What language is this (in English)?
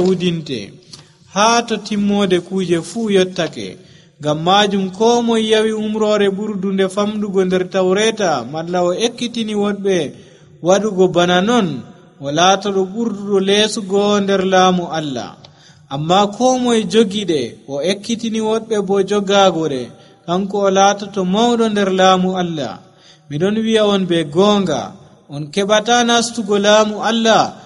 Nigerian Fulfulde